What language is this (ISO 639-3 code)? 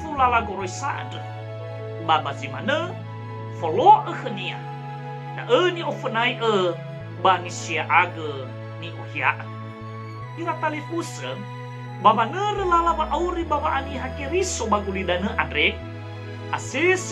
nia